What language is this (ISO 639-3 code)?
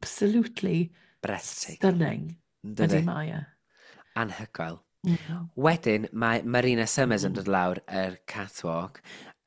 cym